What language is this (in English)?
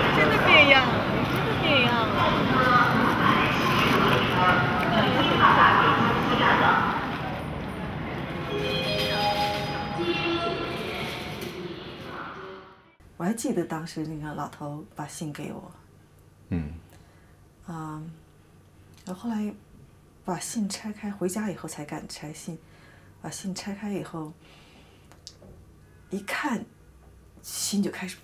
Chinese